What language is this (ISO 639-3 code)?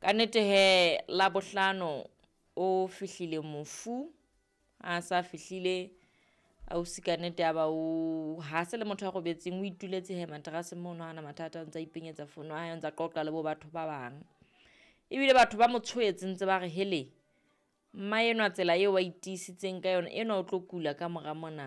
sot